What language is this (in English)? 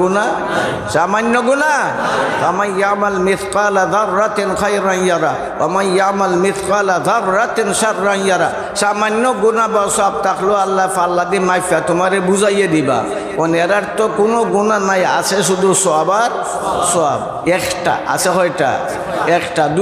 Sylheti